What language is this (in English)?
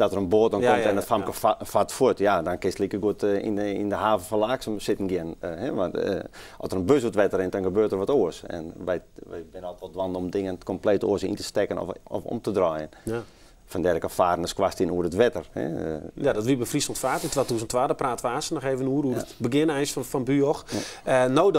Western Frisian